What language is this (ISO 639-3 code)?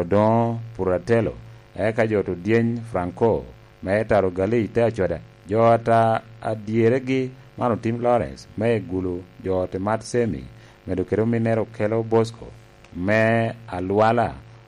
laj